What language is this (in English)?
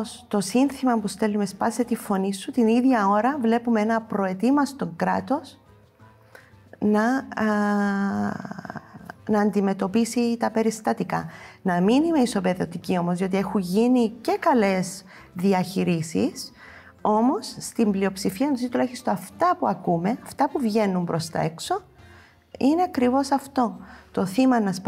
Greek